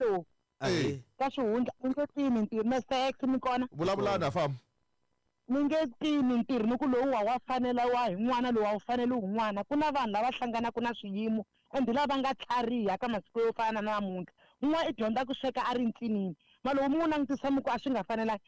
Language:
Tsonga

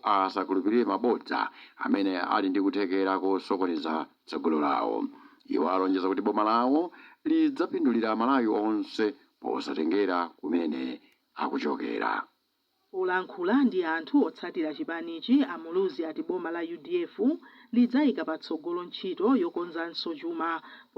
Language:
Nyanja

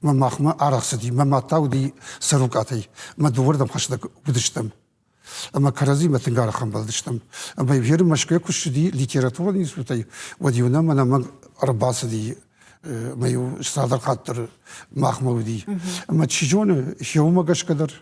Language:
Ossetic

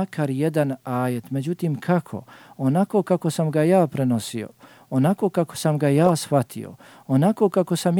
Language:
Bosnian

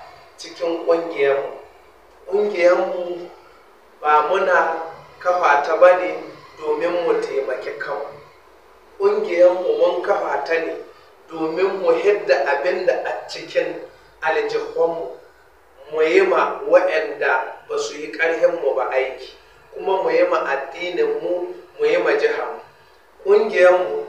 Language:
Hausa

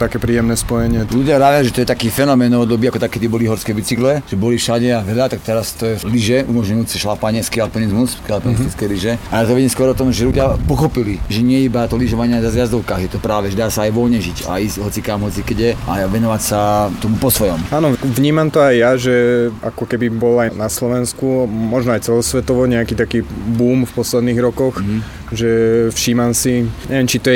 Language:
Slovak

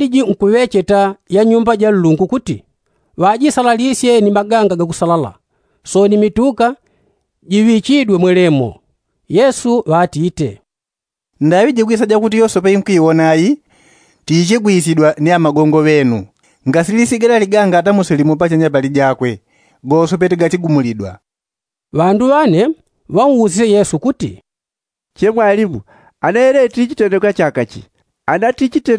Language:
Yao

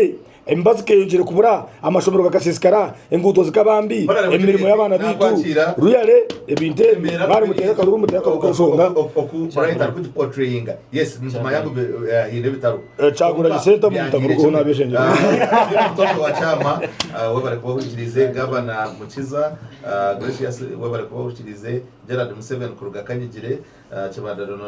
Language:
Nyankole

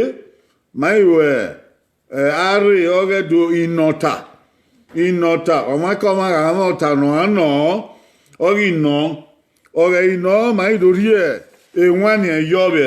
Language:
Bini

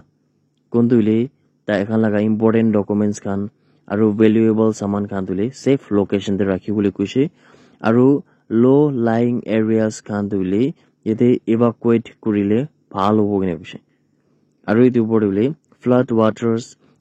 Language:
Naga Pidgin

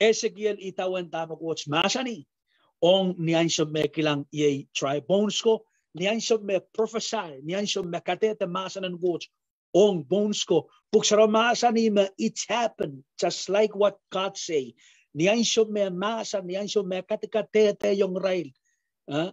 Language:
Pohnpeian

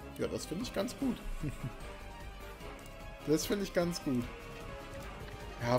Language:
German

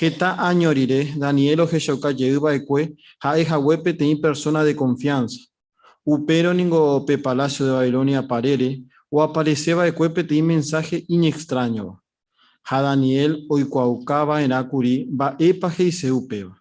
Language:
Guarani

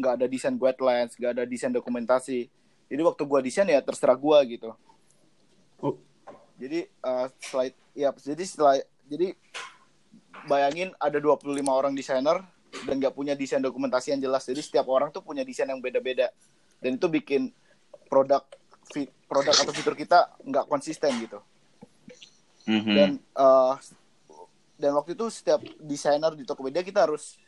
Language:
Indonesian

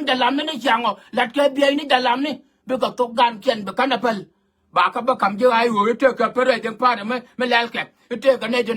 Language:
Nuer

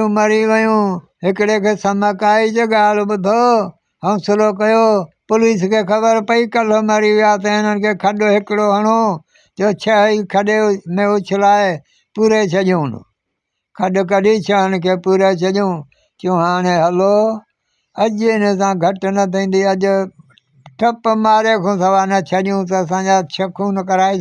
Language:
Sindhi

